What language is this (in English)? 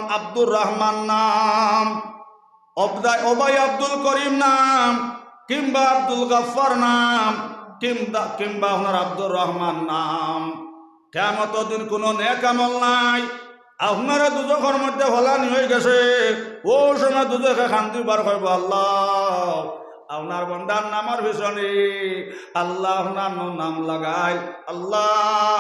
Sylheti